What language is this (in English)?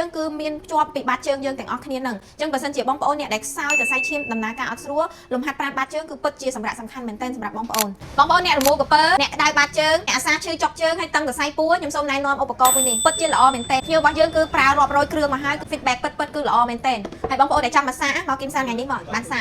Khmer